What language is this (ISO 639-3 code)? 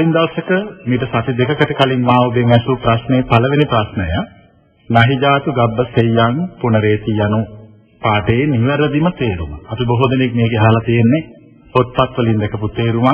sin